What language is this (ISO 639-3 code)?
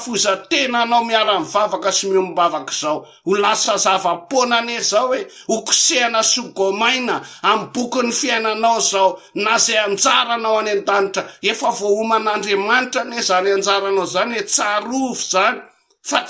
mlg